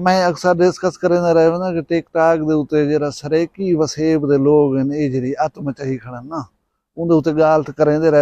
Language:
Saraiki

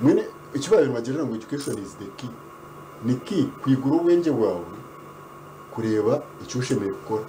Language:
Nyankole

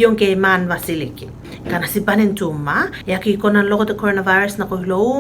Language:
Tuvalu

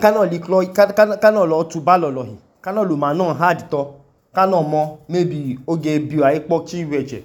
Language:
Idoma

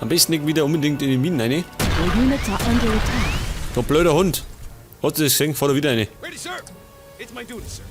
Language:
Bavarian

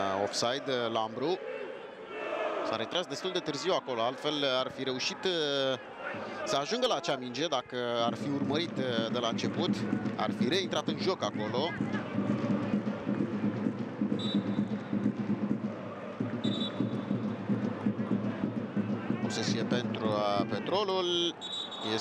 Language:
Romanian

